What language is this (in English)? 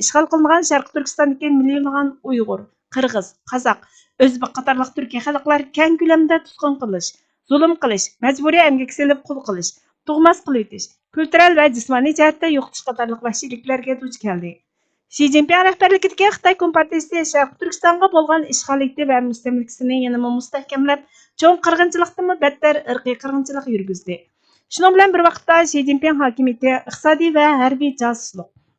Uyghur